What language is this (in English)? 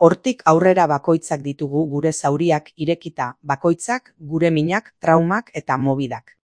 Basque